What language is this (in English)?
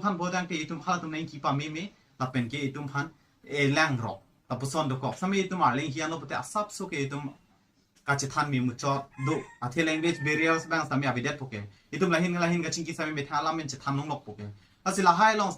Karbi